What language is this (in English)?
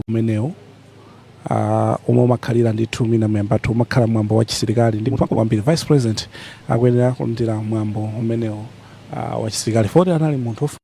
Nyanja